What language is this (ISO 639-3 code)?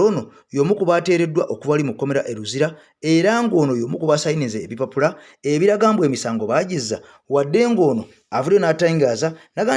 lug